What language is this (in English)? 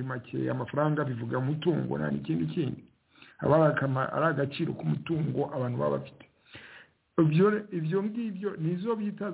Kinyarwanda